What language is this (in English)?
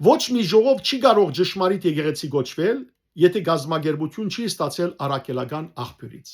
Western Armenian